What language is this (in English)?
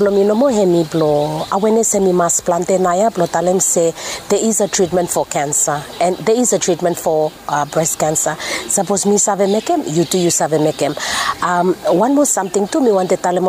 Bislama